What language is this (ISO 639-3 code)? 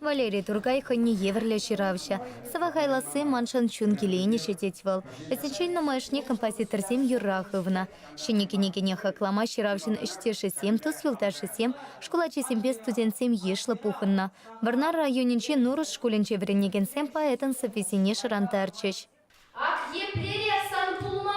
chv